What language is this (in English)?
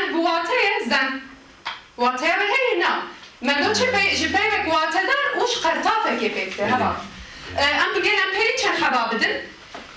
Kurdish